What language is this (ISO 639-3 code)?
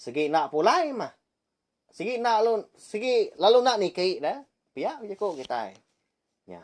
iba